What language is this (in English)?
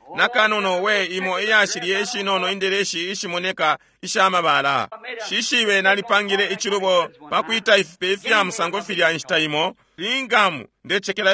Bemba